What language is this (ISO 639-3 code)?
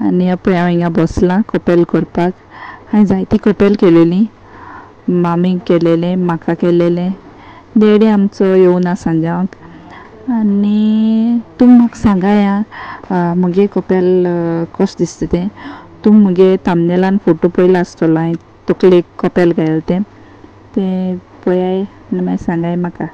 kok